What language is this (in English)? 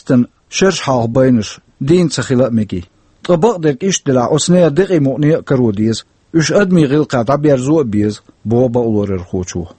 Chechen